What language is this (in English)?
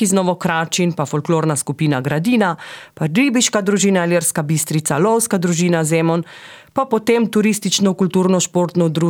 Slovenian